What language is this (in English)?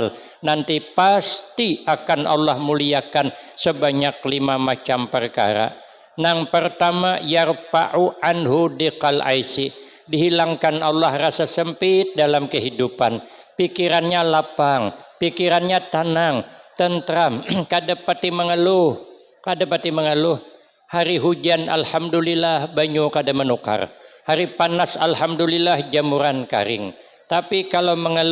Banjar